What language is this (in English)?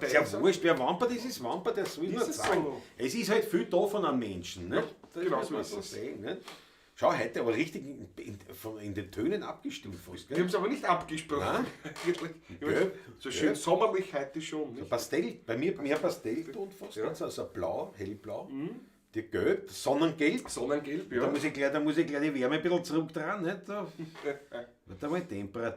Bavarian